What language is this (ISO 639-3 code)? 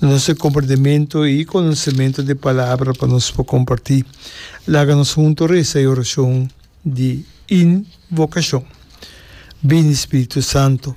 pap